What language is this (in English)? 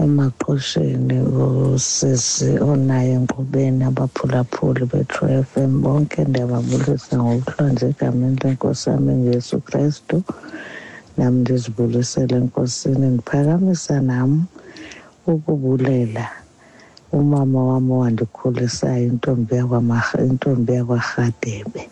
Xhosa